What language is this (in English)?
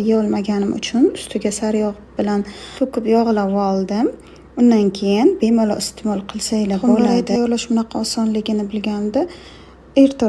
Uzbek